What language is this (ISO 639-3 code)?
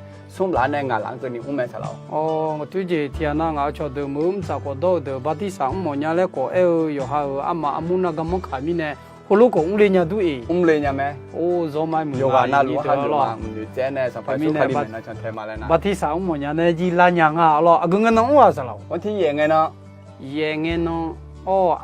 ahk